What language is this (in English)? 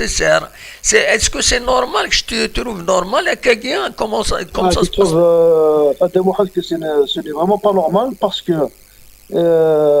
Kabyle